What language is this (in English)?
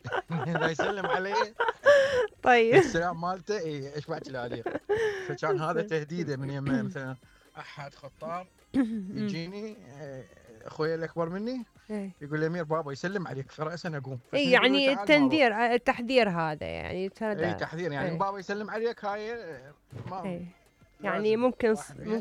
Mesopotamian Arabic